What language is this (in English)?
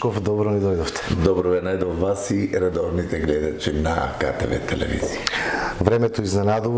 Macedonian